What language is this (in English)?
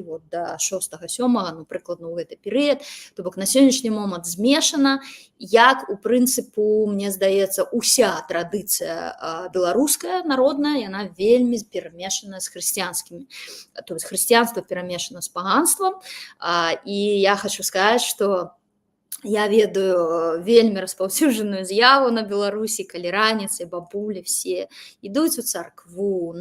Belarusian